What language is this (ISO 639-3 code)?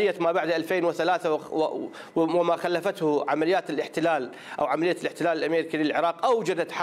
ara